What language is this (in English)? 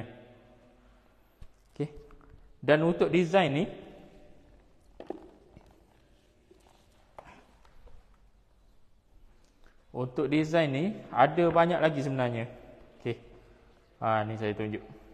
Malay